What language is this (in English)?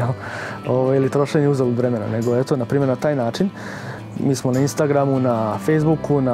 Serbian